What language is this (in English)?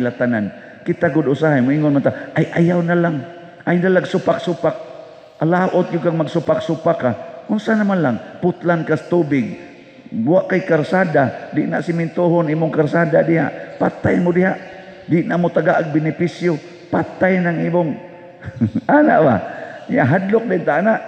Cebuano